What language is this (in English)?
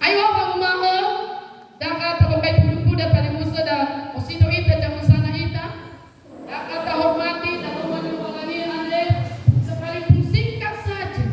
Nias